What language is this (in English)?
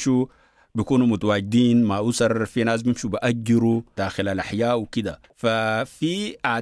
Sudanese Arabic